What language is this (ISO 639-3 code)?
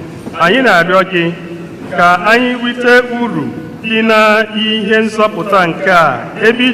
ibo